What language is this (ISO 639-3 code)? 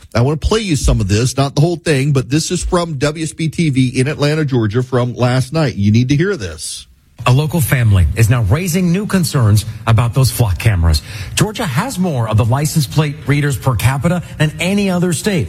eng